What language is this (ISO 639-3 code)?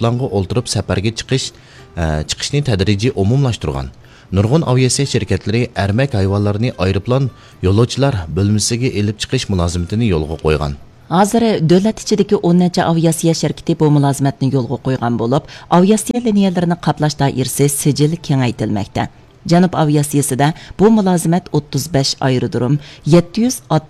uig